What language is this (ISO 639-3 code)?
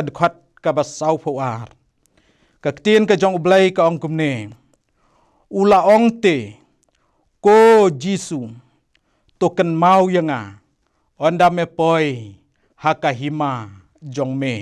kha